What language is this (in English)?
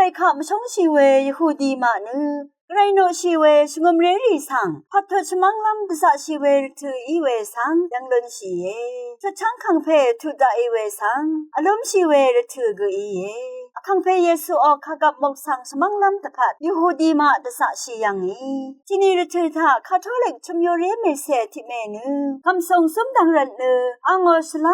Rawang